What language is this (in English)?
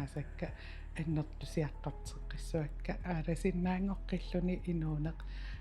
Kalaallisut